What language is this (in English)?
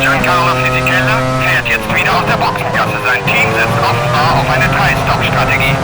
Bavarian